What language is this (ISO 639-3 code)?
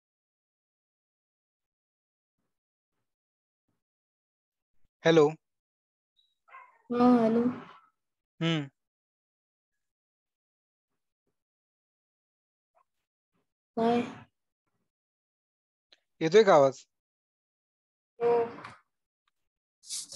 mar